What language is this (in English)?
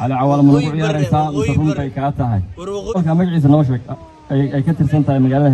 Somali